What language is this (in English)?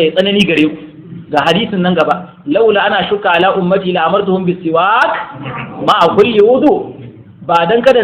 Hausa